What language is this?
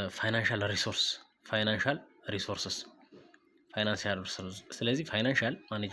Amharic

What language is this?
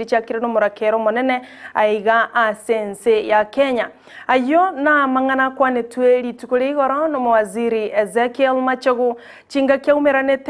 Gusii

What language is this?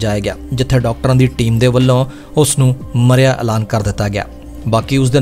Punjabi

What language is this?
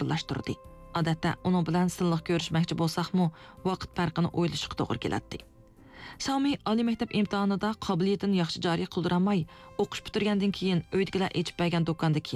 Uyghur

